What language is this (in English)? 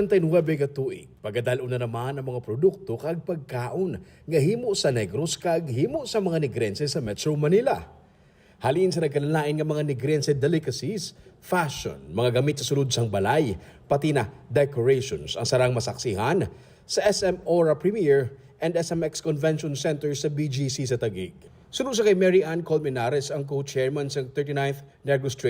Hiligaynon